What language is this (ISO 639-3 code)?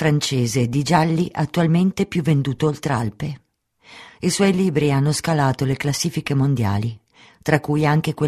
ita